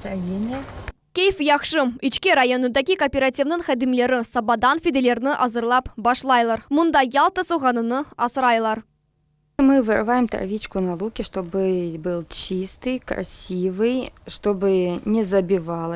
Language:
Crimean Tatar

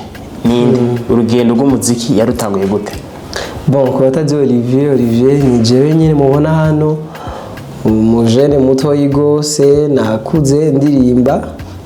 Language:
Rundi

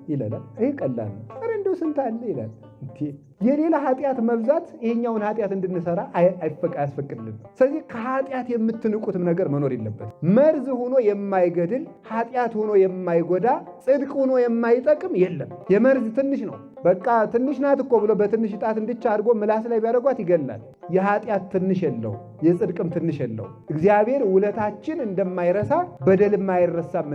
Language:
Amharic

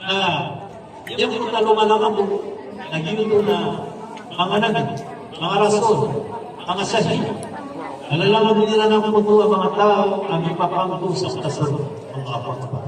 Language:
Maranao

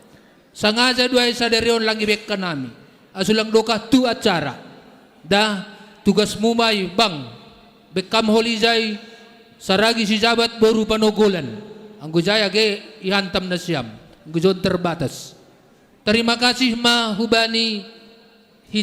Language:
Batak Simalungun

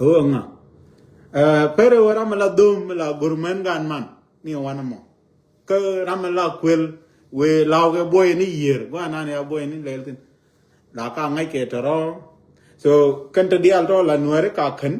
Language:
Nuer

